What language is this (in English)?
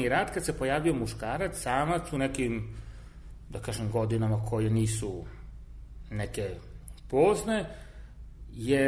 Serbian